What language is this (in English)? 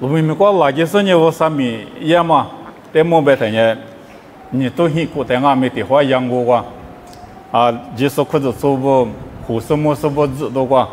Lisu